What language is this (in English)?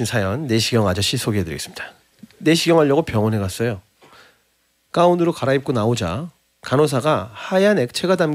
Korean